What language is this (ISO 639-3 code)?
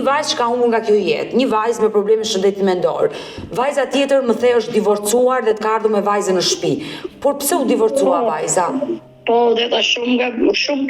sqi